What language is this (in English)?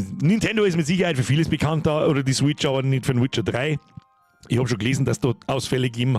Bavarian